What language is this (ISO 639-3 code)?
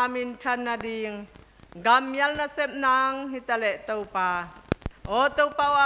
ctd